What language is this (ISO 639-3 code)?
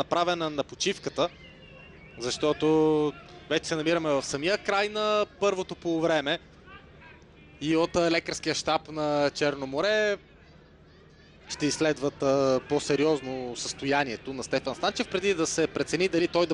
bul